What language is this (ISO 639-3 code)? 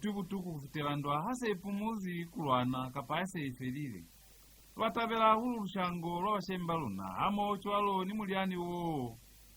loz